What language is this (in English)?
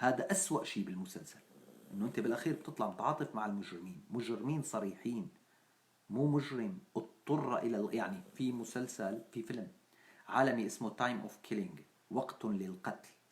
North Levantine Arabic